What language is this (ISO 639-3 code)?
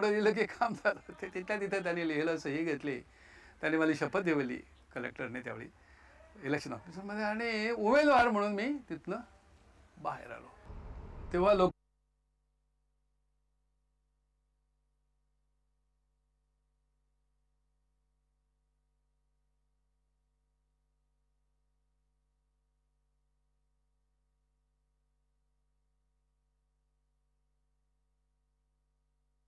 mar